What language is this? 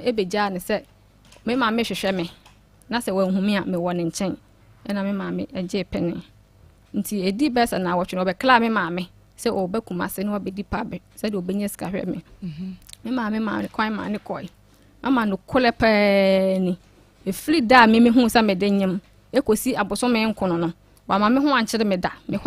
Akan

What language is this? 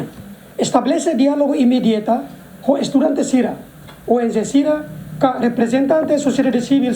Tetum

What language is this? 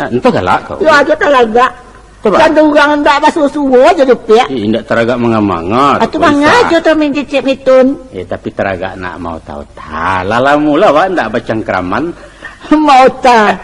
Minangkabau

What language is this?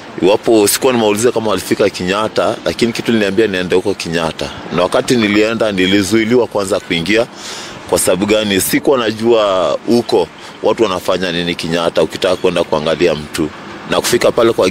Swahili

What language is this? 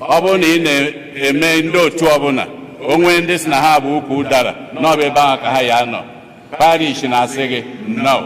Igbo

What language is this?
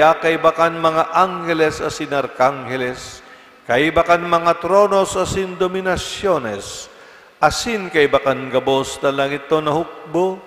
Bikol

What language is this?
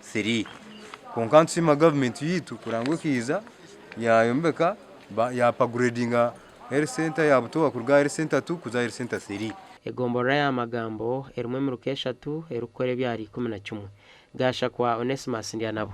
Nyankole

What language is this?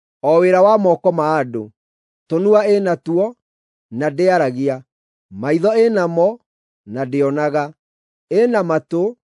Kikuyu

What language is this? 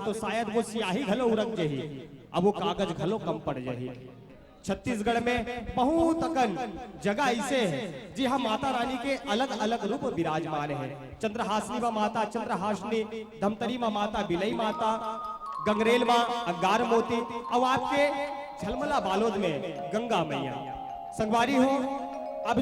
Chhattisgarhi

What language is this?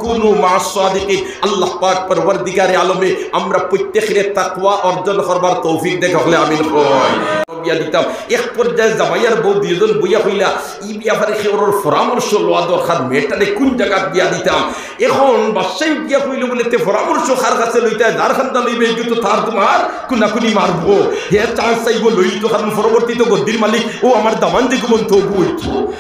Sylheti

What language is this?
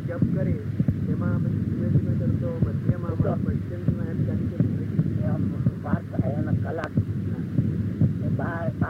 Gujarati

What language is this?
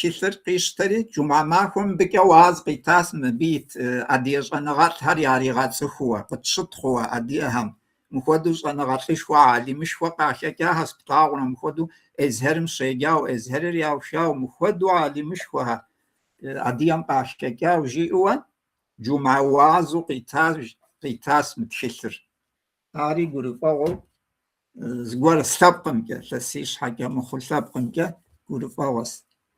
Kabardian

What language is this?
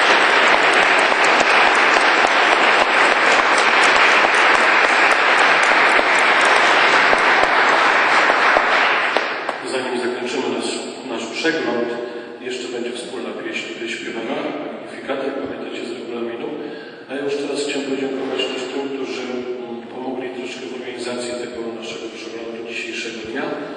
Polish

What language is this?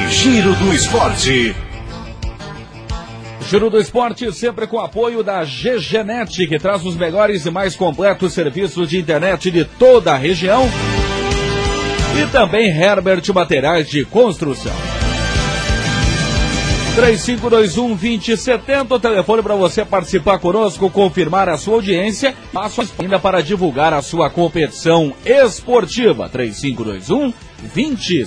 Portuguese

